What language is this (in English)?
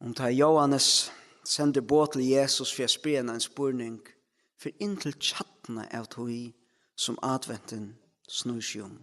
Faroese